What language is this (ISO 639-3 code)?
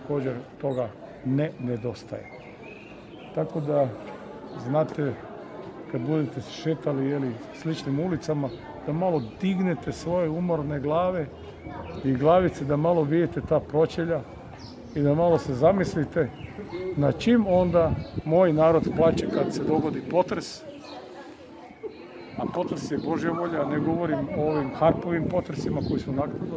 hrv